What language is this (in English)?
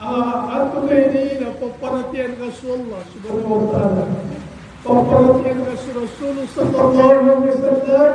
Maranao